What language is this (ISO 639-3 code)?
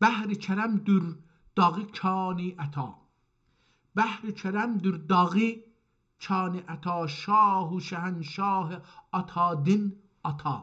azb